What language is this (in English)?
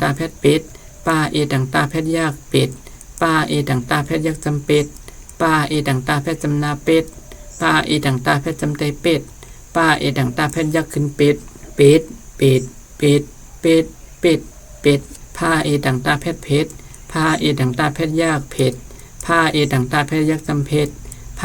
Shan